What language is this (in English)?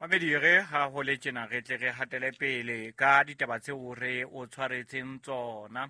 Southern Sotho